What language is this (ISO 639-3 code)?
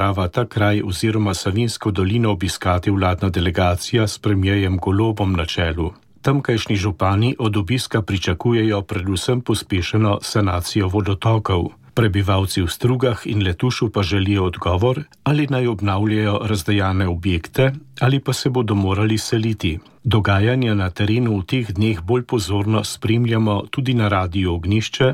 slv